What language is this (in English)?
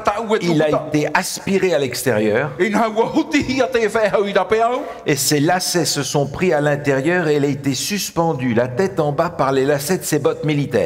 Tahitian